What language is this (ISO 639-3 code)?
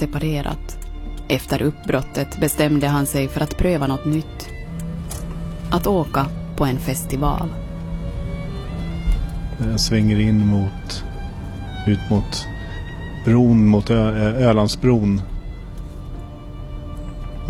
swe